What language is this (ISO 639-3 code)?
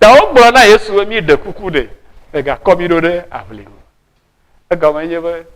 ewe